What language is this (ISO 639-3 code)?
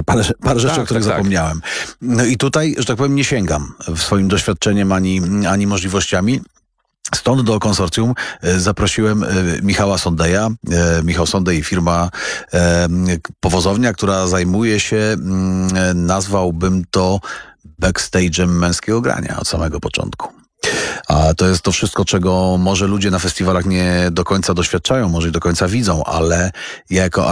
pol